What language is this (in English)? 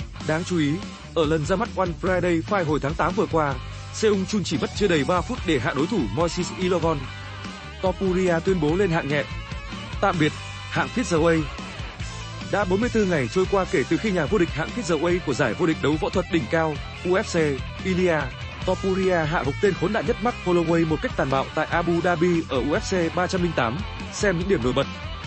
Vietnamese